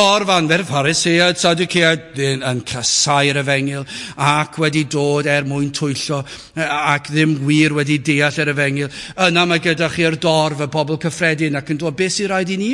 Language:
Welsh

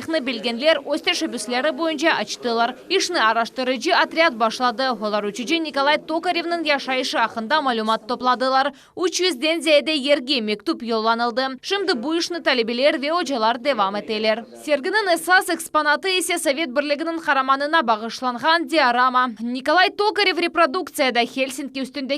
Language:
Crimean Tatar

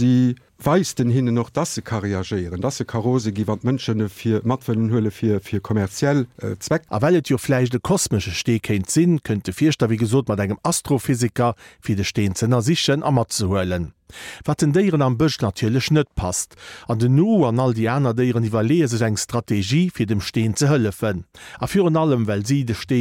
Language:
Luxembourgish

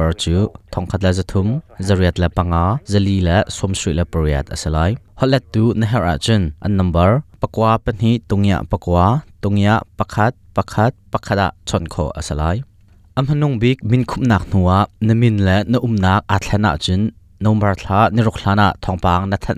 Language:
Hakha Chin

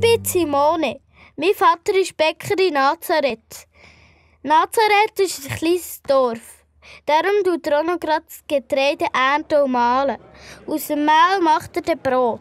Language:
Swiss German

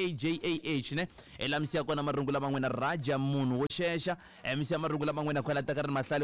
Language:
Tsonga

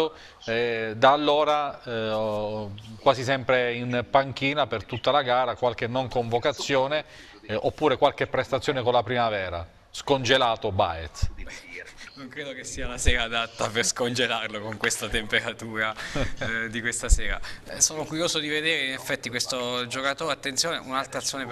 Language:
Italian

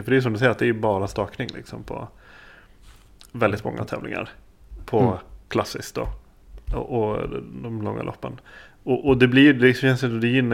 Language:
Swedish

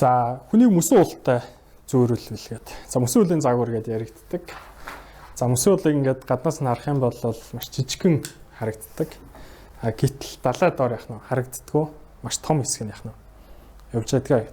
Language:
Mongolian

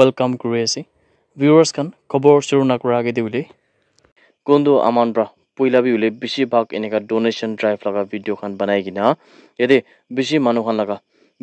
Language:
Naga Pidgin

